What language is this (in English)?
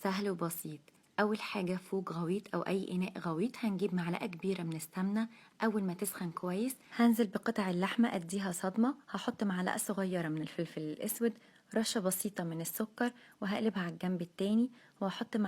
Egyptian Arabic